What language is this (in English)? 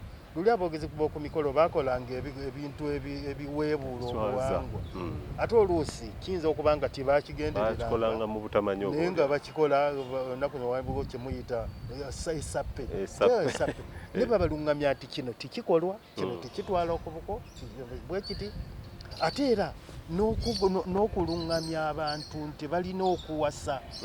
Ganda